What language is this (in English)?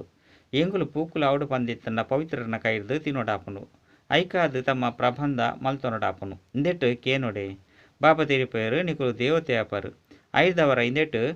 Tulu